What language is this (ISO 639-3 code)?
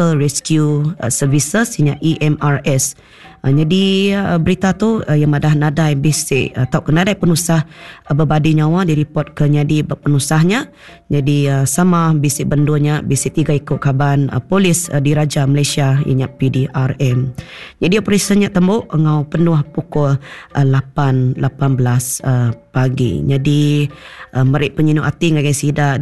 iba